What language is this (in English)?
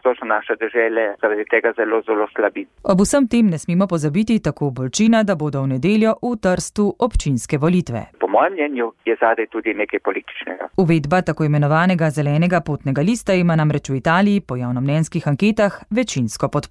Slovenian